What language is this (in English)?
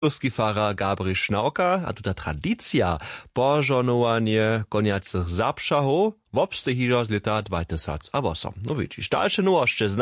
Upper Sorbian